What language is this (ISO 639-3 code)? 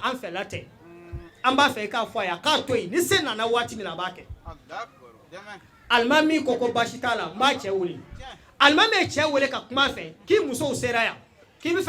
bam